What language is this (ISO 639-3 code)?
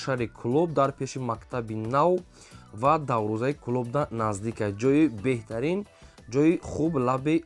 tgk